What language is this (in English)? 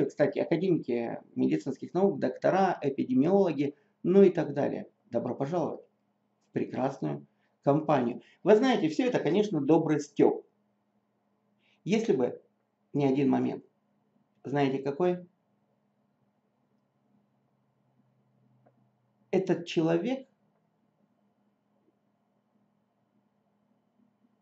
Russian